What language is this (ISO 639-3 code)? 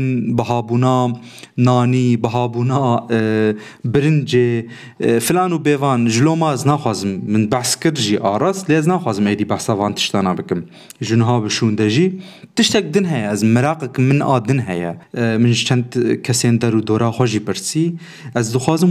kur